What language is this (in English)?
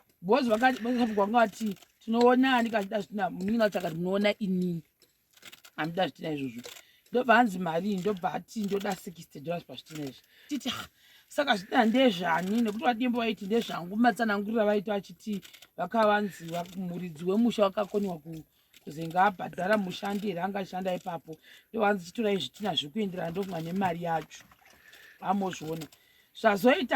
Shona